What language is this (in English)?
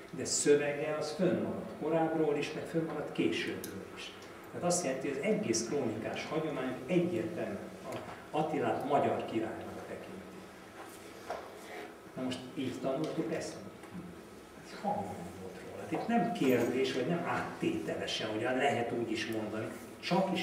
Hungarian